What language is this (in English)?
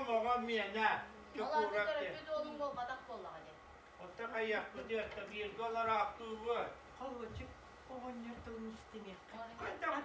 Yakut